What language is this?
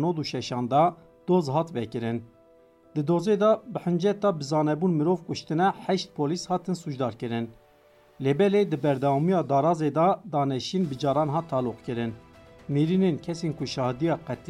Kurdish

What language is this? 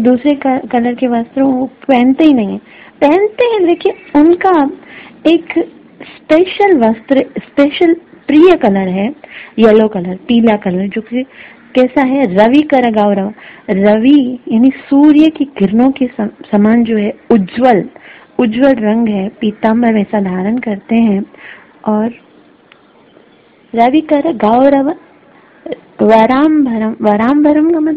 Hindi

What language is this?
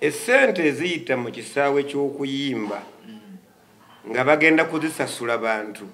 Ganda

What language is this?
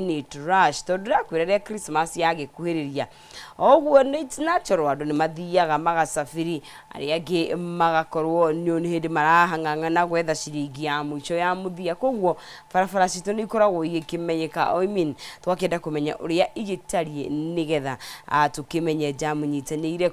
Kikuyu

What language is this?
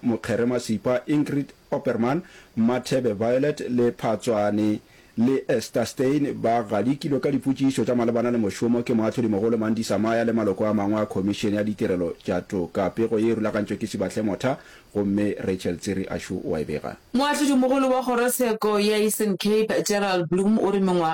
Northern Sotho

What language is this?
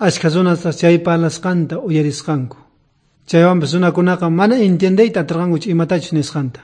South Bolivian Quechua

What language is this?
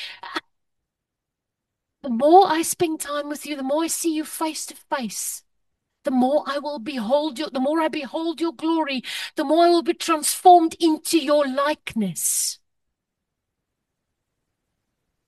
Afrikaans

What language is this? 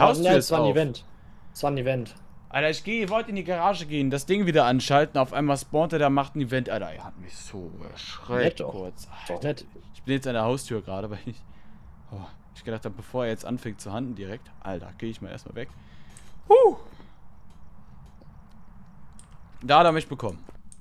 German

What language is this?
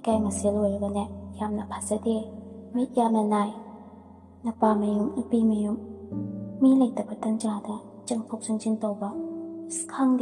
Manipuri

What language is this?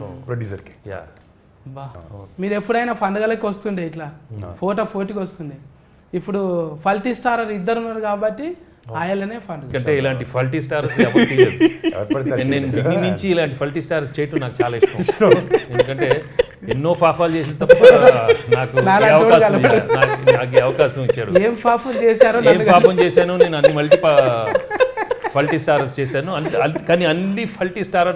Telugu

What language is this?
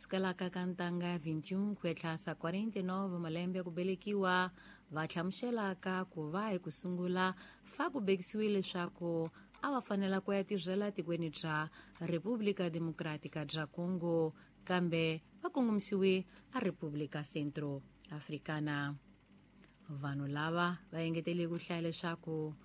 Tsonga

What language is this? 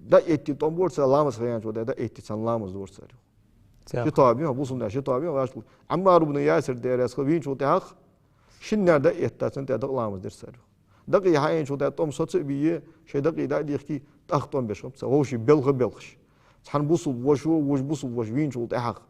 Ingush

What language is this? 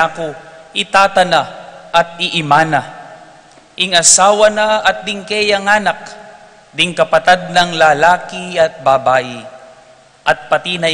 Pampanga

